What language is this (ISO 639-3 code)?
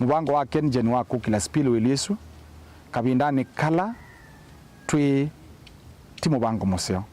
kam